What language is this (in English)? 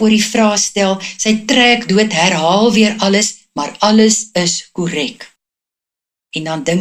Afrikaans